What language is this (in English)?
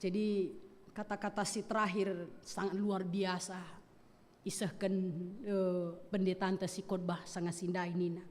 Batak Karo